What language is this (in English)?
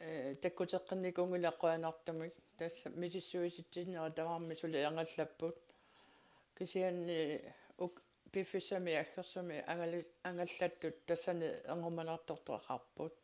Kalaallisut